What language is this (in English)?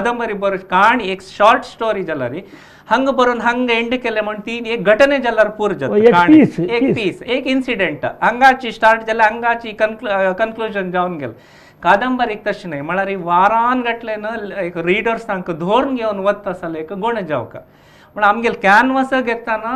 Konkani